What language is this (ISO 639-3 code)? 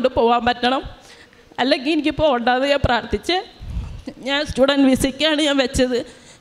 mal